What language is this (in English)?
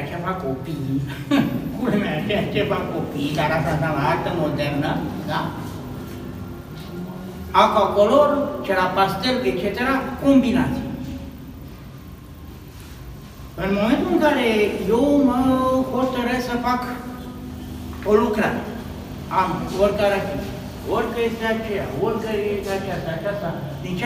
Romanian